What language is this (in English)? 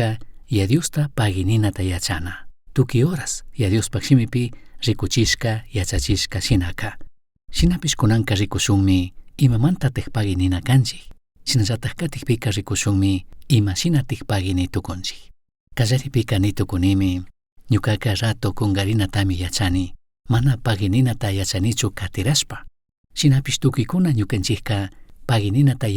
Chimborazo Highland Quichua